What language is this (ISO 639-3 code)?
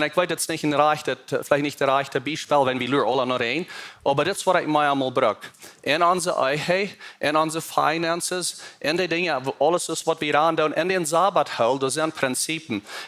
pdt